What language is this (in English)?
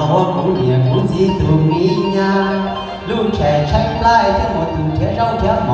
Hmong